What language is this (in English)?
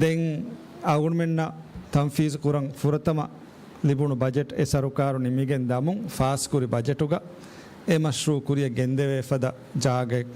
Divehi